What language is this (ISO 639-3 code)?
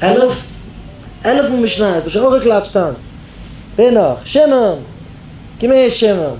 yid